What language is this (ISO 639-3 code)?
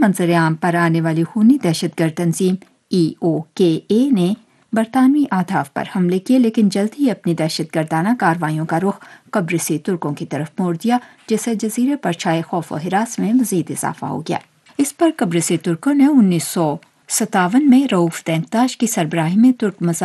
urd